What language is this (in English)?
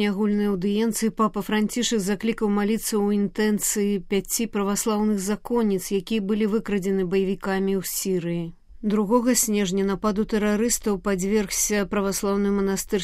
Belarusian